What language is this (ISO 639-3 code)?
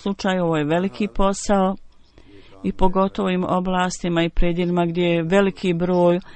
bos